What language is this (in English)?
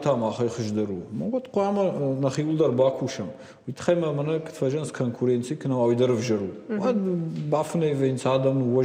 Ossetic